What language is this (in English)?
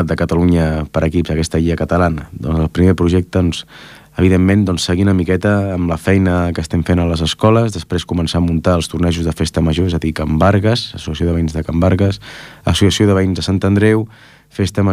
Catalan